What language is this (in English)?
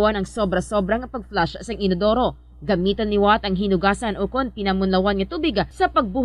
Hiligaynon